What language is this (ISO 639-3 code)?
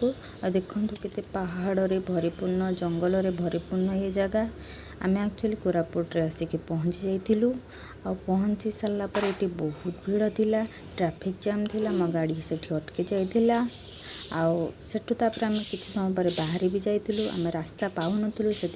ori